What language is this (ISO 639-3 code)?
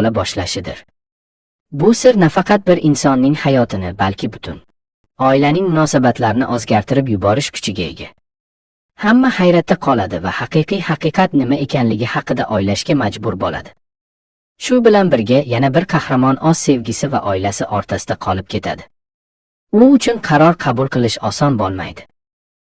uzb